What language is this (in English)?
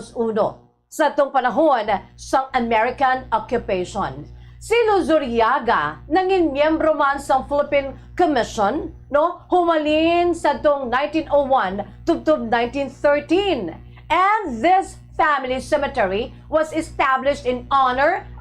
Hiligaynon